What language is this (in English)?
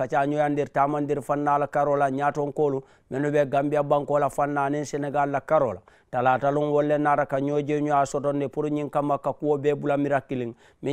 Mandingo